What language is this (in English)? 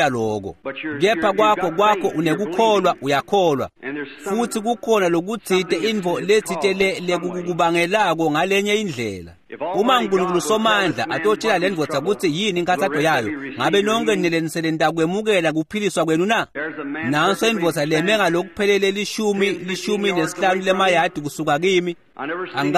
Swati